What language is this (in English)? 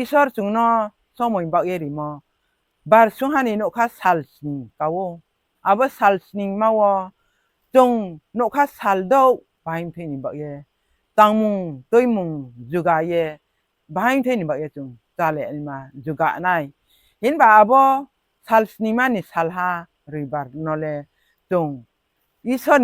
Riang (India)